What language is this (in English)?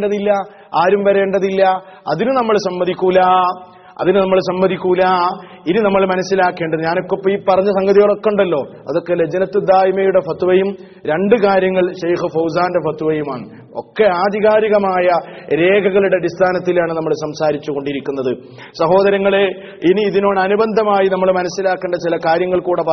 Malayalam